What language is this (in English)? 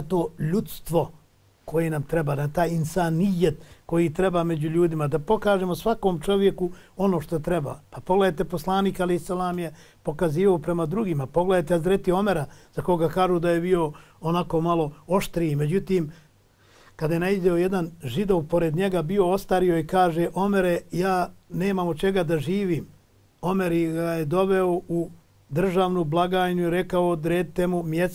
Bosnian